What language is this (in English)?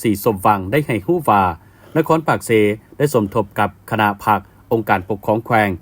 Lao